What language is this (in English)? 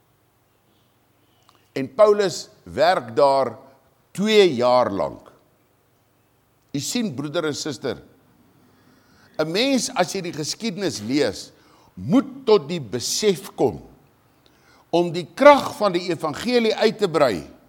Afrikaans